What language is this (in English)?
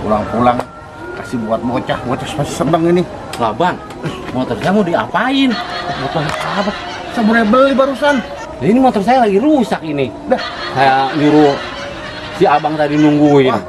Betawi